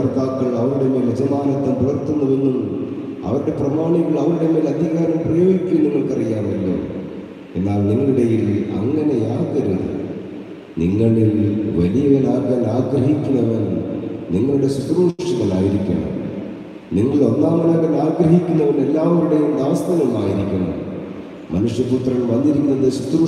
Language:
Malayalam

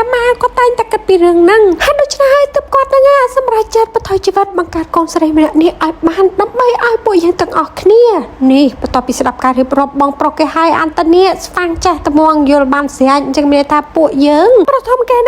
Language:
Khmer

